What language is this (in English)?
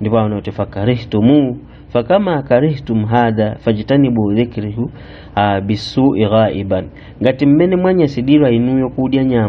Nyanja